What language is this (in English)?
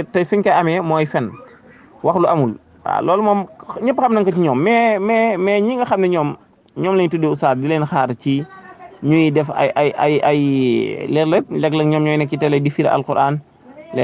Wolof